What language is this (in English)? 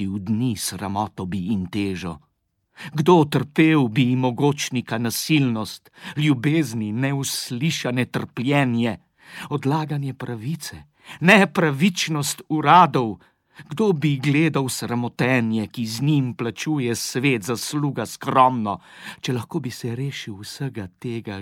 Slovenian